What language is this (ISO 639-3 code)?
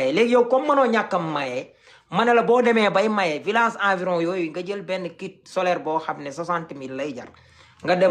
wol